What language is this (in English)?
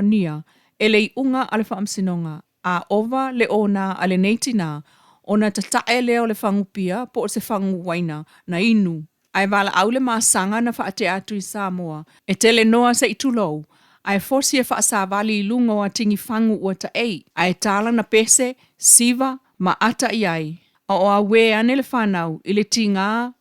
Samoan